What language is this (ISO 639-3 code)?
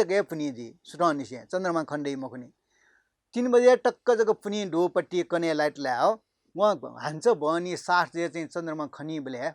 new